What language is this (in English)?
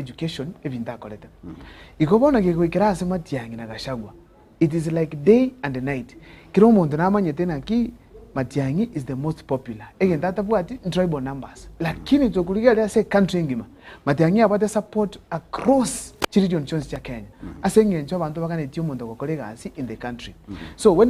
Gusii